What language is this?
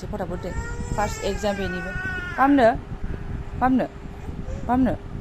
Bodo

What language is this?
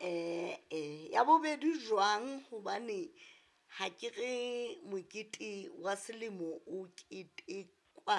Southern Sotho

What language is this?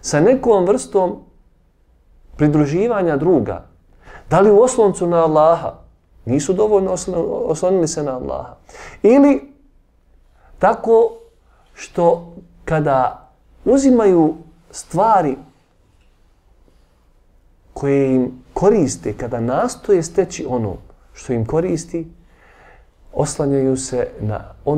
Bosnian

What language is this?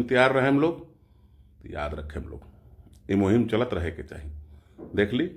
Bhojpuri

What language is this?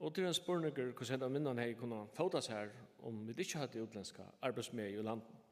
Faroese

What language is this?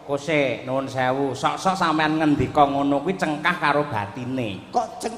Javanese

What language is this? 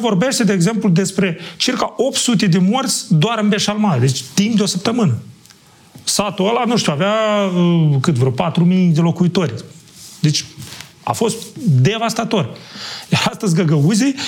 Romanian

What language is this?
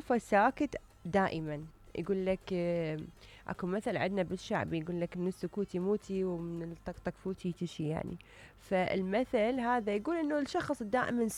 Mesopotamian Arabic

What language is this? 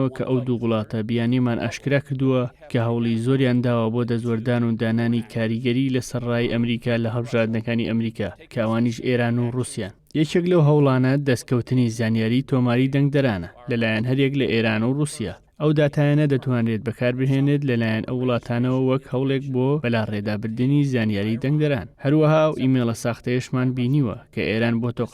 Central Kurdish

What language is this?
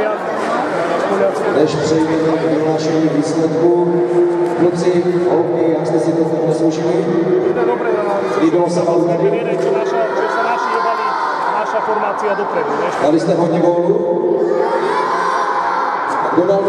Czech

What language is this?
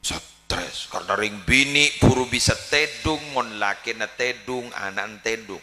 Madurese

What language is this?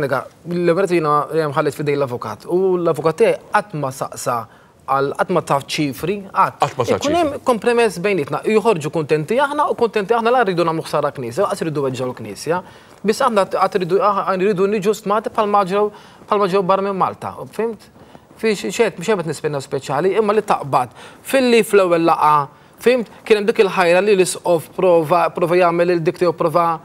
Maltese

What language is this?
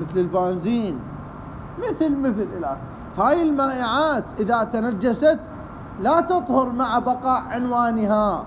Mesopotamian Arabic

